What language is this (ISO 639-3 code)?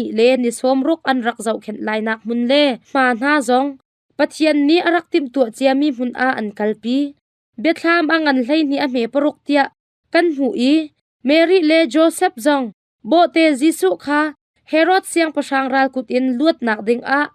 cnh